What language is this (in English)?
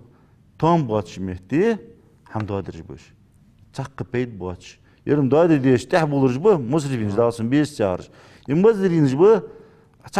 Ingush